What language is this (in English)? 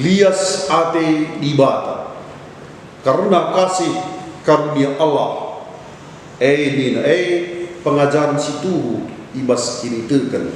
Batak Karo